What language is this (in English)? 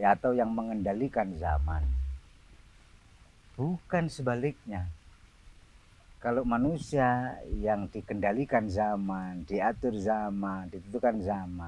Indonesian